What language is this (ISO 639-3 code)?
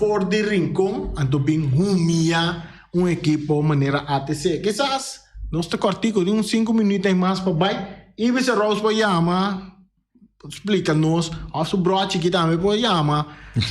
pap